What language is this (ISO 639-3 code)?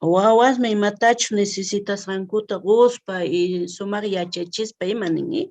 quh